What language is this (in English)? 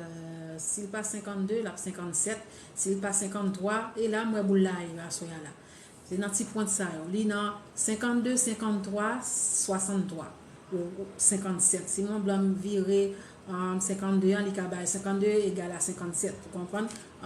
Haitian Creole